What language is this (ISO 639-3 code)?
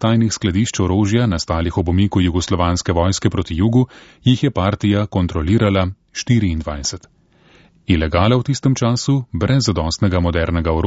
slv